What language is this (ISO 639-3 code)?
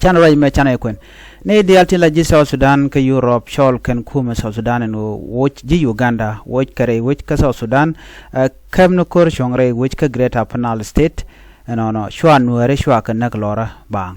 nus